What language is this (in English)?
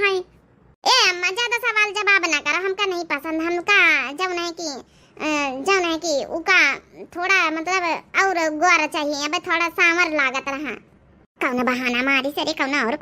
Awadhi